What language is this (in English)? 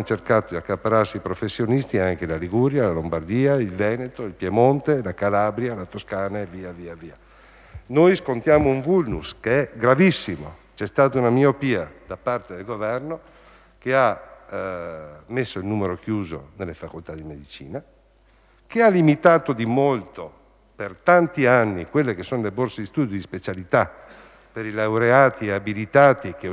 Italian